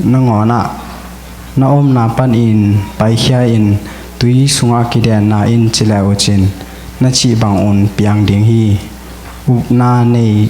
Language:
Tedim Chin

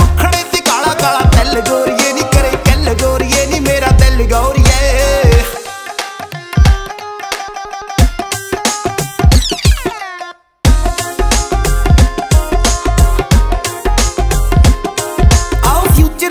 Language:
Punjabi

